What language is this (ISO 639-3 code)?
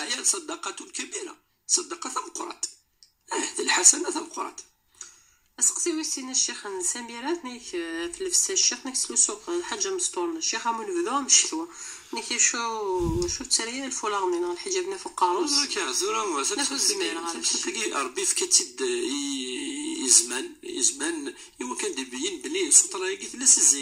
kab